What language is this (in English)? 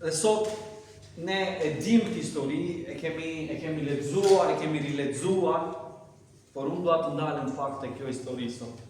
Albanian